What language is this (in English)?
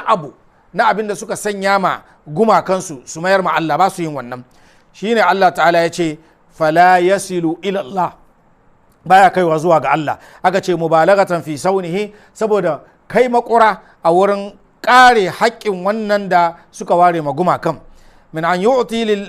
Hausa